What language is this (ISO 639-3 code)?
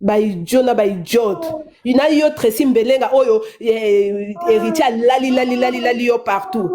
lin